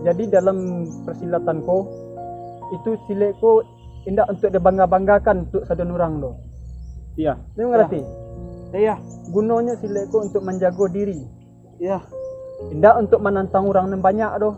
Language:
Minangkabau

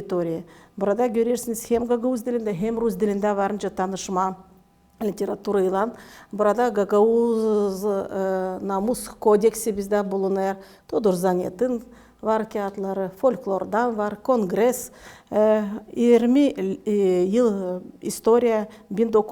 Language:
Gagauz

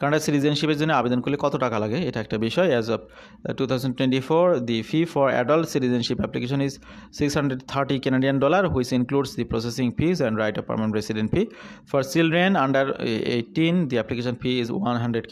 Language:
Bangla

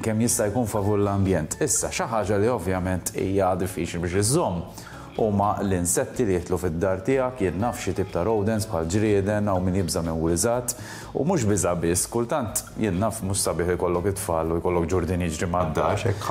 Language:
Maltese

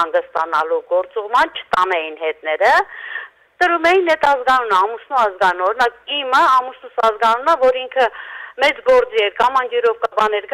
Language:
Armenian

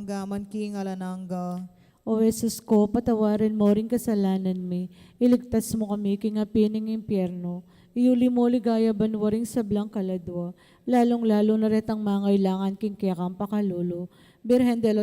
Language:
Pampanga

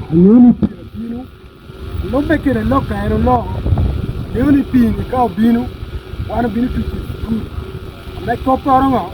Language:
Acoli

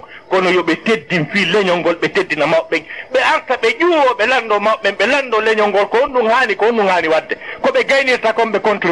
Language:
Fula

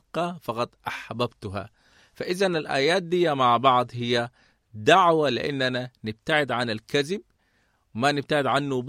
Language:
Sudanese Arabic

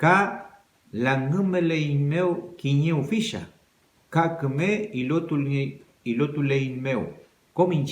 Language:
Mapuche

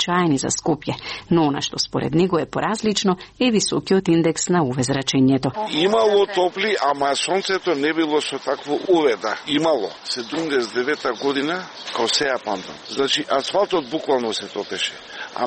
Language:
Macedonian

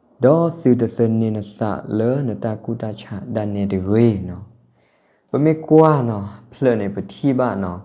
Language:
S'gaw Karen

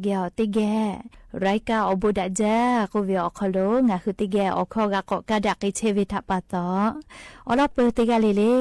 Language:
Lahu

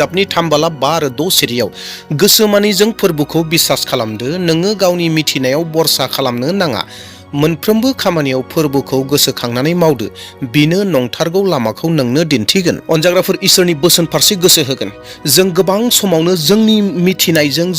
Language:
Bodo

